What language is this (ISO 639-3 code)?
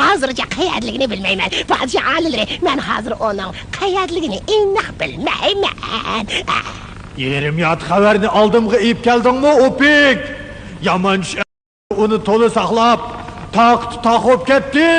uig